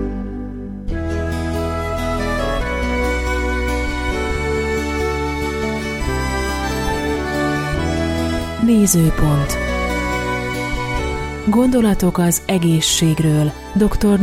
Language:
Hungarian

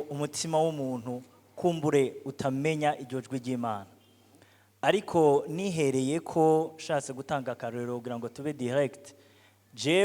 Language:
Rundi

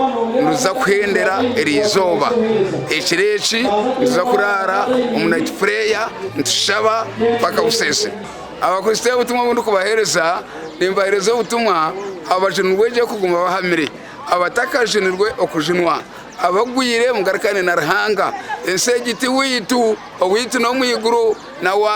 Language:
Nyankole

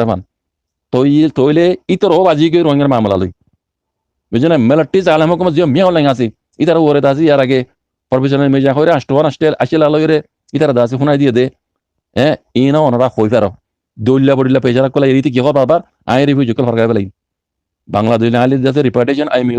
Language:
Rohingya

